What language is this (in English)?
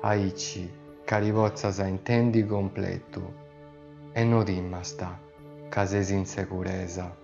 Sardinian